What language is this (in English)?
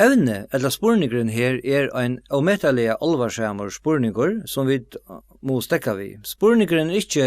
Faroese